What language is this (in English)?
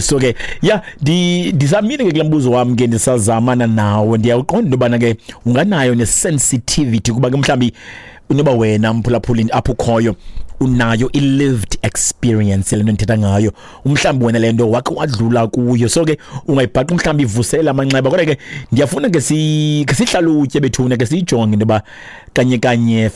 Xhosa